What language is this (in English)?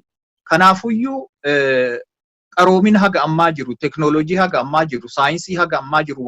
Oromo